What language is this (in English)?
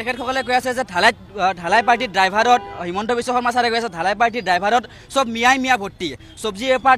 Assamese